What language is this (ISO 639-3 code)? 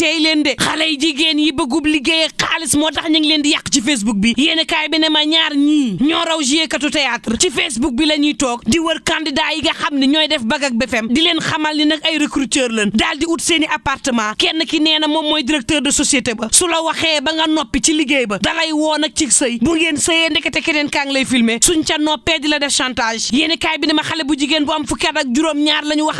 wol